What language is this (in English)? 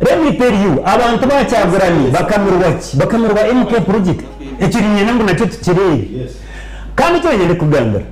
Nyankole